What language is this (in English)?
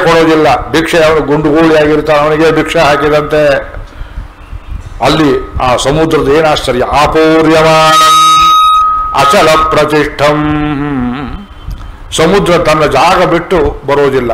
Kannada